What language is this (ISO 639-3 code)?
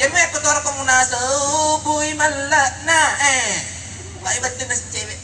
bug